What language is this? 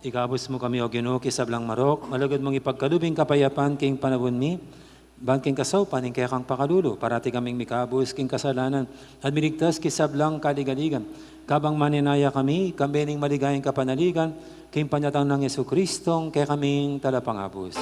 Pampanga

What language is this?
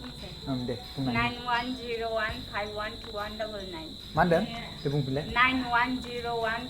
Bodo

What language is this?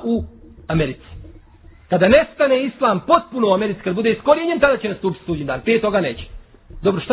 Bosnian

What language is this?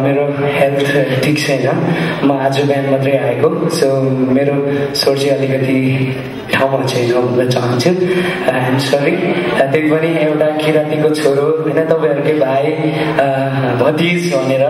Nepali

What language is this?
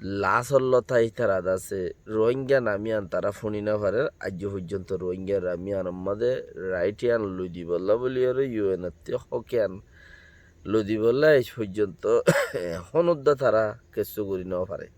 Rohingya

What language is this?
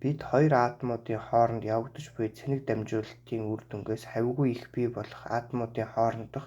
Mongolian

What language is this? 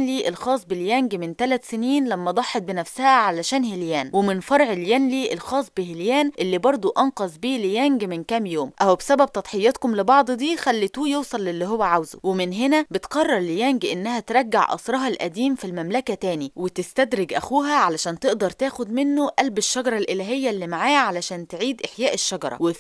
Egyptian Arabic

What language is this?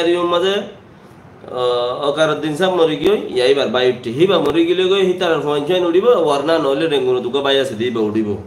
Rohingya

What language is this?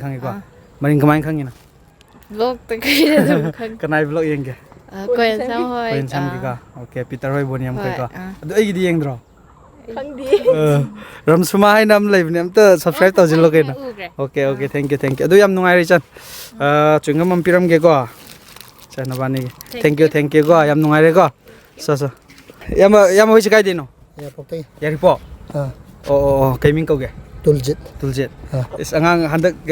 Manipuri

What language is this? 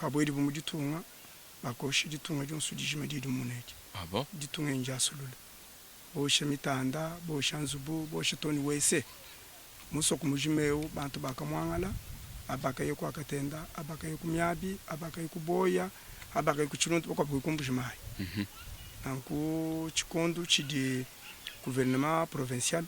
Luba-Lulua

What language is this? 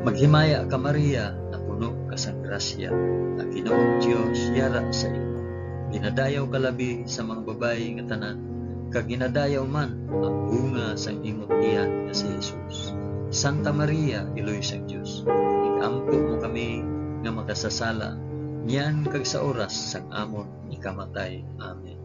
Hiligaynon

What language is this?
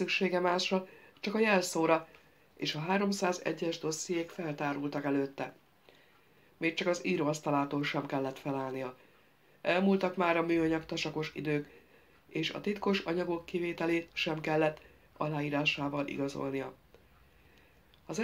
Hungarian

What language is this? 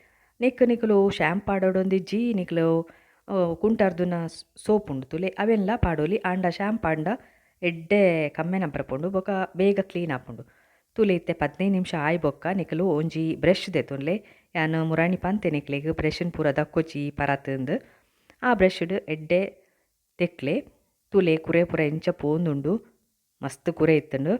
Tulu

